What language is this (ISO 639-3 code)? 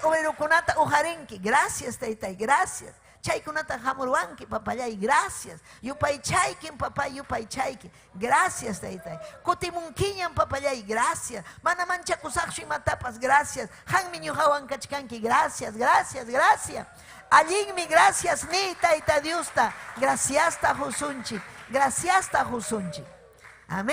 quy